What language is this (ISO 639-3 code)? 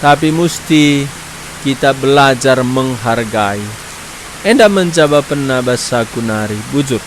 btx